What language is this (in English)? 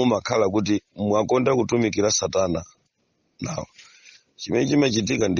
Nyanja